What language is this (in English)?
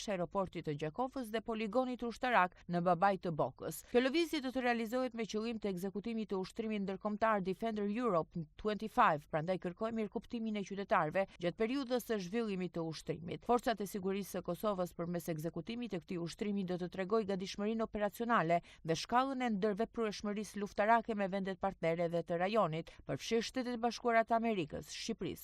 Albanian